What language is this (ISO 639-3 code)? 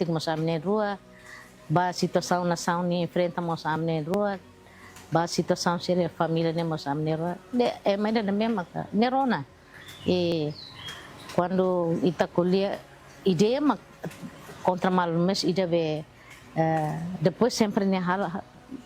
tet